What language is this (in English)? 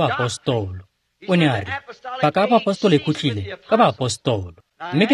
Tswana